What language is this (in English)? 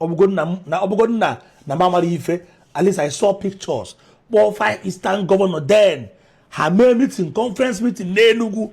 Igbo